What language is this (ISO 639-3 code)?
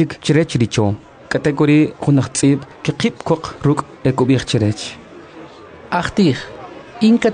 quc